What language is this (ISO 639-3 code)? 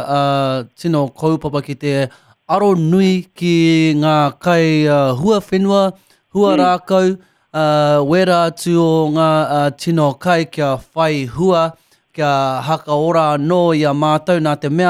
mri